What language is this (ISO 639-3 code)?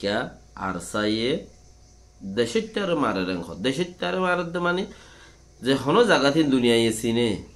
rhg